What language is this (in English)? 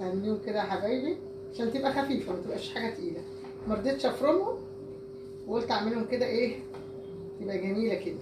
Egyptian Arabic